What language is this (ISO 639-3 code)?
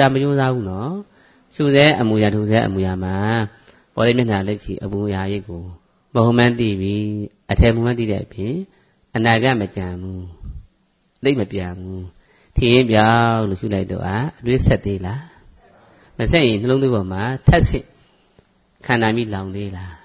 mya